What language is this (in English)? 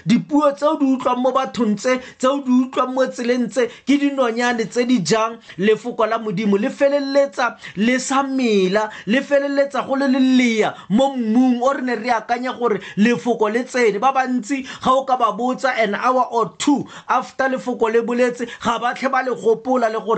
Tswana